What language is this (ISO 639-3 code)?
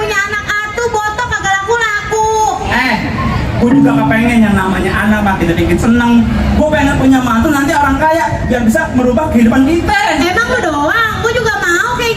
bew